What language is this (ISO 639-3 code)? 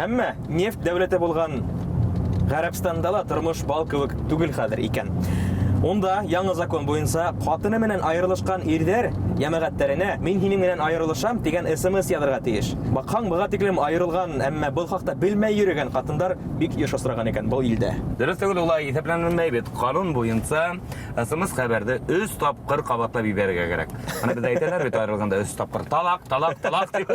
bak